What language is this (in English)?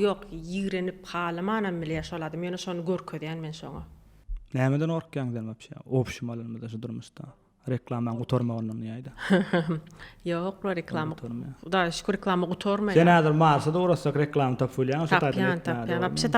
Turkmen